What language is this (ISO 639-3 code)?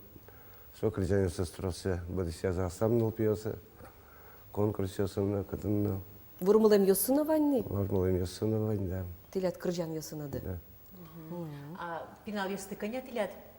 udm